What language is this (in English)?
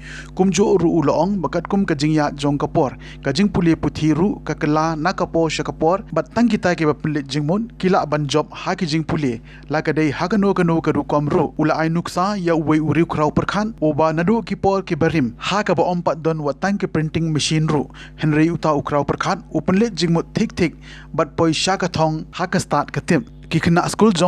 Khasi